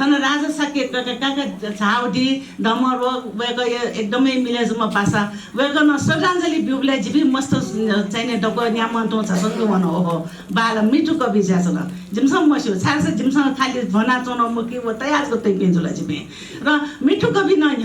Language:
Newari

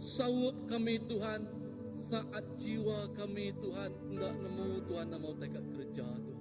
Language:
Iban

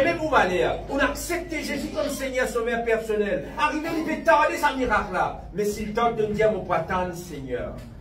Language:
Morisyen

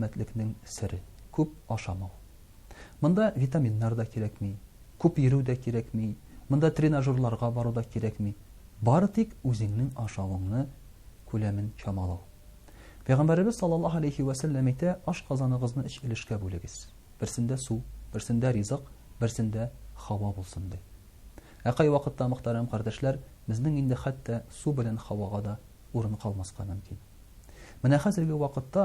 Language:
Tatar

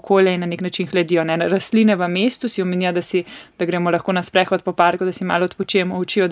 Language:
Slovenian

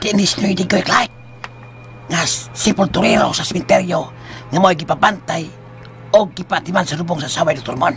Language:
Cebuano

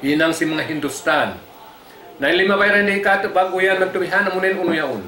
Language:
Tausug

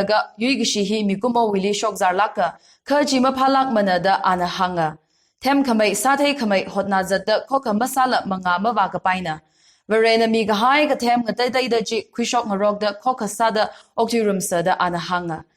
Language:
Tangkhul Naga (India)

